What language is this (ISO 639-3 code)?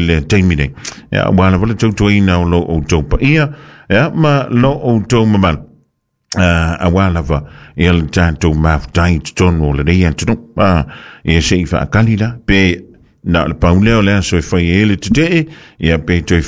smo